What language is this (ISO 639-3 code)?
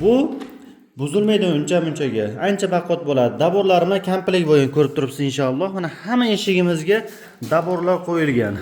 uzb